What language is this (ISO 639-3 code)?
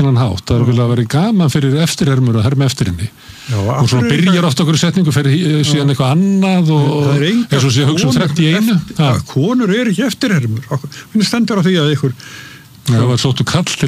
isl